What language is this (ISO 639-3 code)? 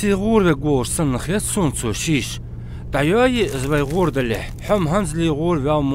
inh